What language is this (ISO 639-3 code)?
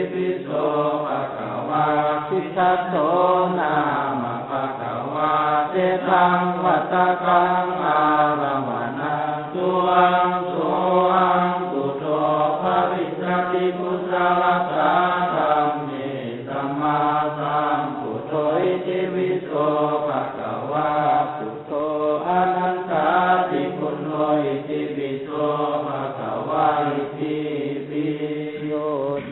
pli